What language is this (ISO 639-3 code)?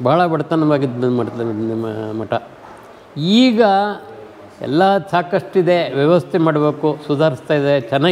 kan